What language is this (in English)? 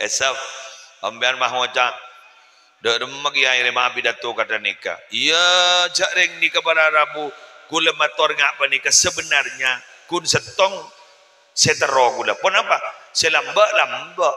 Madurese